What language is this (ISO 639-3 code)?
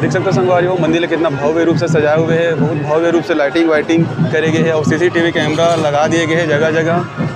hne